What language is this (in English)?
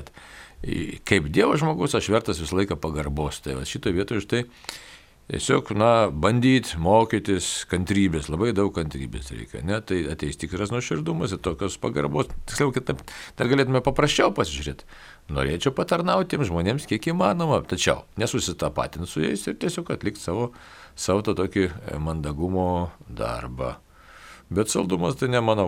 Lithuanian